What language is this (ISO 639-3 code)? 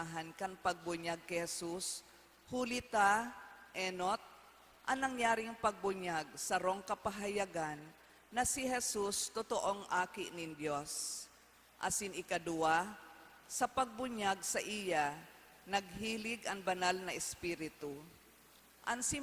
bik